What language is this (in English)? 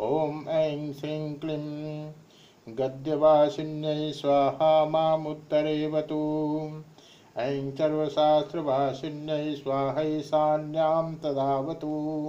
Sanskrit